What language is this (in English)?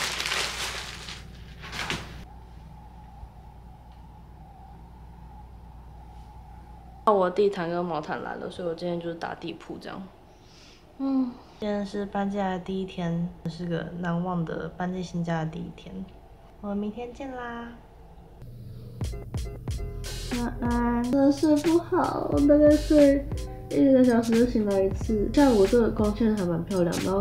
Chinese